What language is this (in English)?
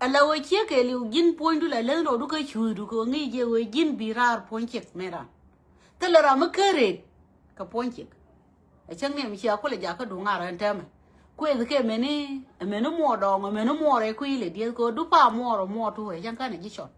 Nuer